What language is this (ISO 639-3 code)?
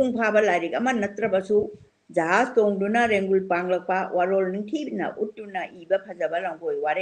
mni